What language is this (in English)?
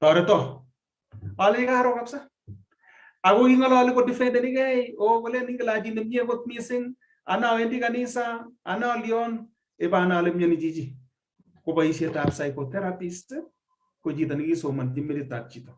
Kalenjin